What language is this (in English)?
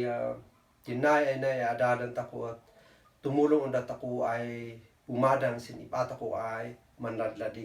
Kankanaey